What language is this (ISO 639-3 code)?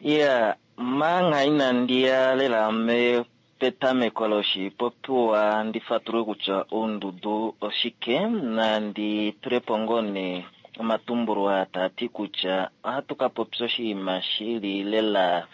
kua